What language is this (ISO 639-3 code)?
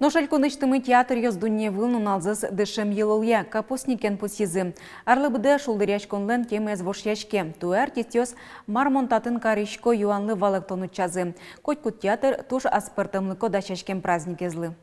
udm